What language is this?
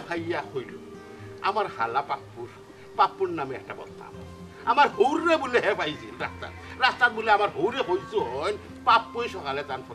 Sylheti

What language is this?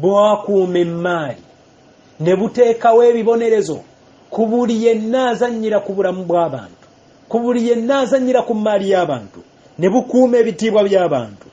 Ganda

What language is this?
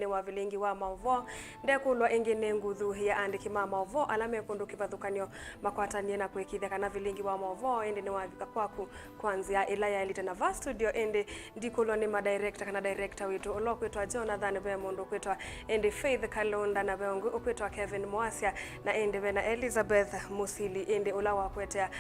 Kamba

